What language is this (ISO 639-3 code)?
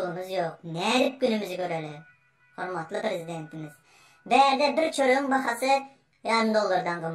tuk